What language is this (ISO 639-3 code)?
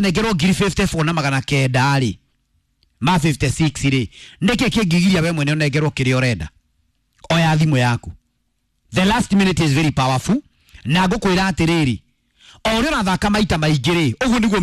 kik